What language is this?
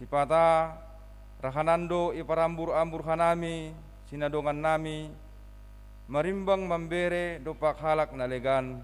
Batak Simalungun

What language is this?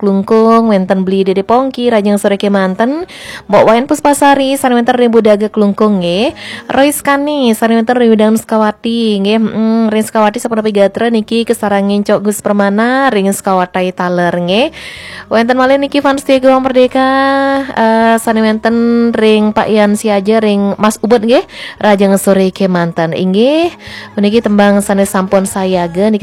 Balinese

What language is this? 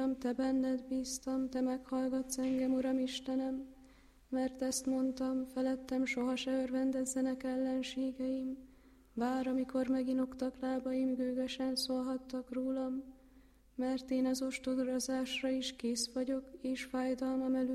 Hungarian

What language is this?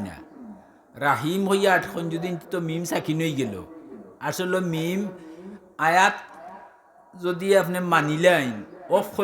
Sylheti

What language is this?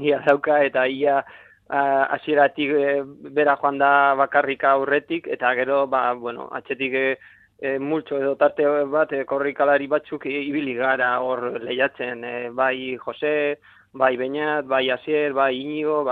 Basque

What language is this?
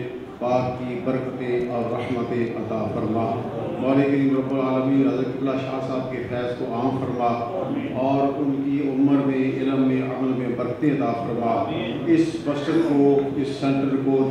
Urdu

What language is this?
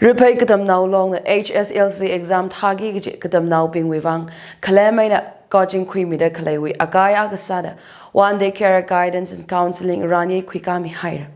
Tangkhul Naga (India)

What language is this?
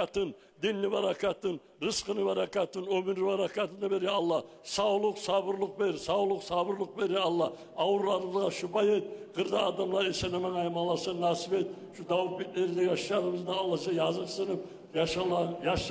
Kumyk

